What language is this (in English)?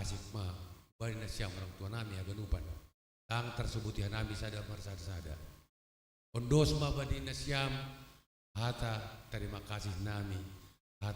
Batak Simalungun